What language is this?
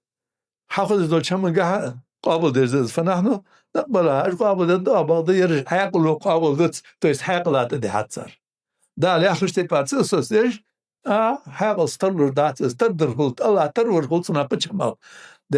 Ingush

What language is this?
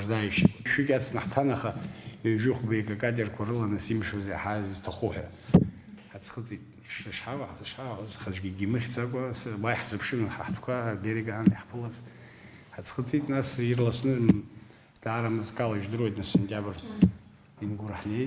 Abkhazian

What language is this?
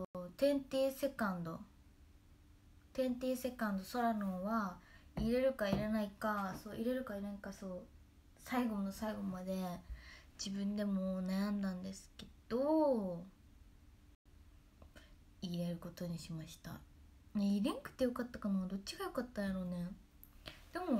Japanese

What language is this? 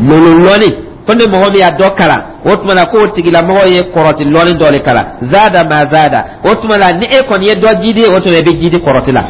Dyula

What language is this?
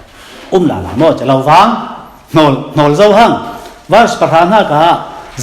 Falam Chin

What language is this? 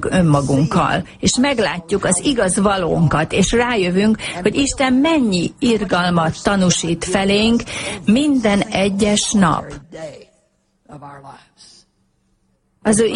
Hungarian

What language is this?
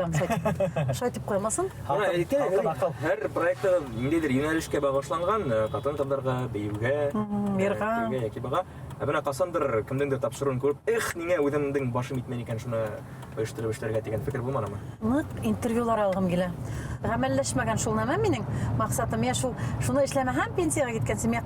Bashkir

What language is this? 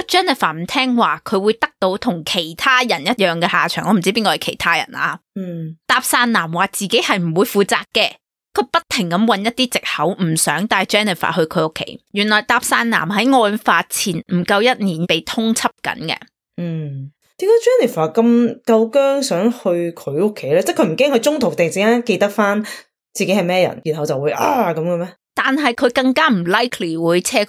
Cantonese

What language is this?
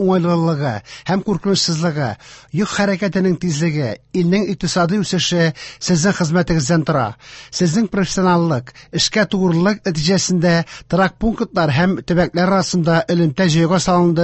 Tatar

